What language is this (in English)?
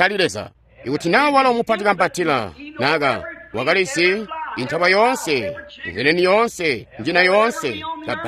Tonga (Zambia)